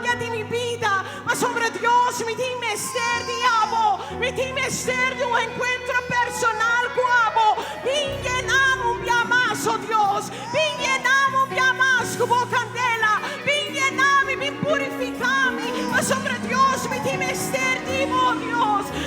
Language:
Papiamento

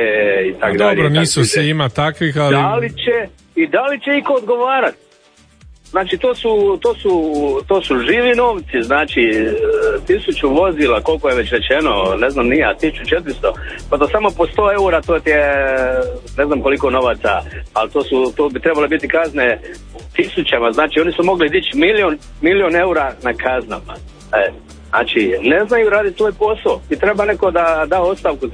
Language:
Croatian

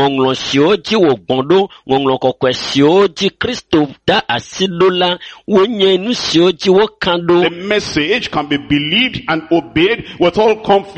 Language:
Ewe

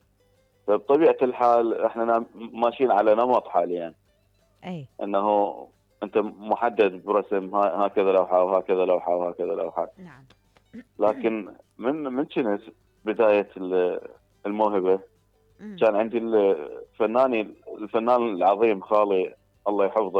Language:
Mesopotamian Arabic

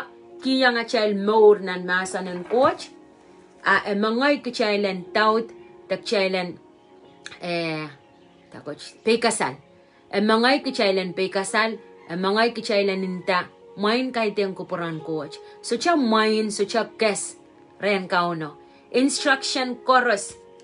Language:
Pohnpeian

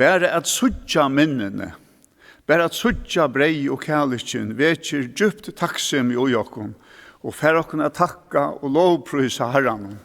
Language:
Faroese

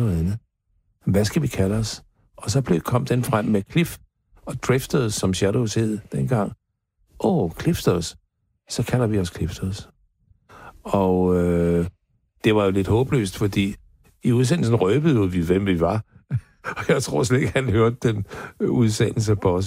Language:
Danish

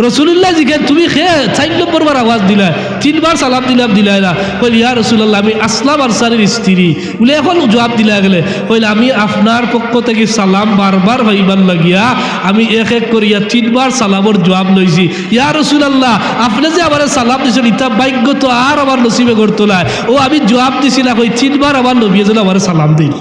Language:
Sylheti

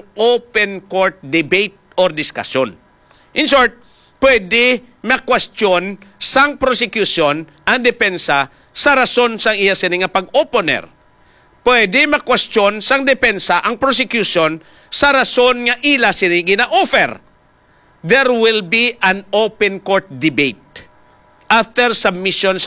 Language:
Hiligaynon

